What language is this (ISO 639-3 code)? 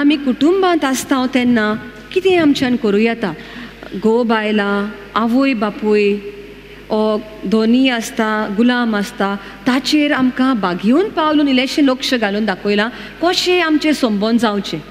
kok